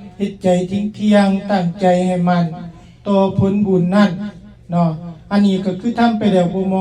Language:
Lao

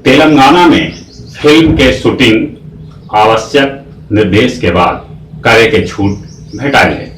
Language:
Magahi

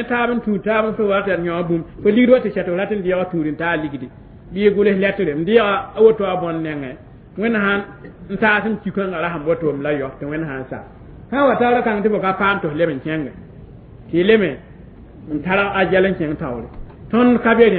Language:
Mossi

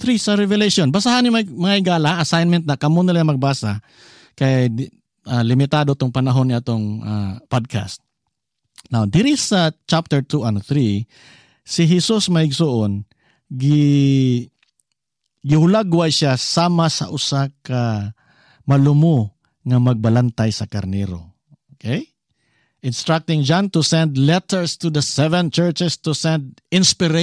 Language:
Cebuano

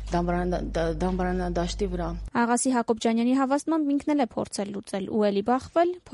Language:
Armenian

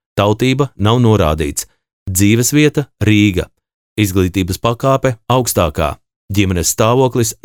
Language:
Latvian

